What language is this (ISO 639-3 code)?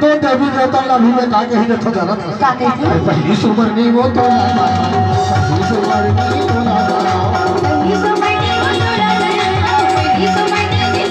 hne